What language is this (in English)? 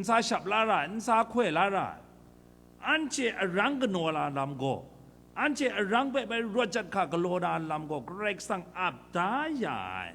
Kachin